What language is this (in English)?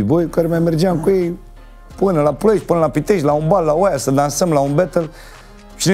Romanian